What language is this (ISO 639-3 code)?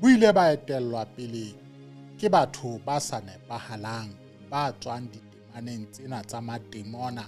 sot